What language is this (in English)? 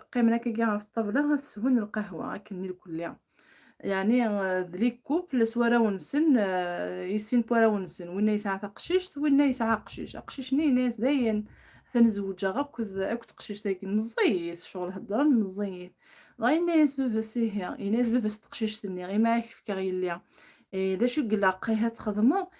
Kabyle